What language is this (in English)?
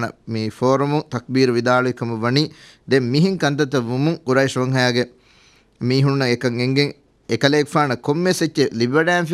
Divehi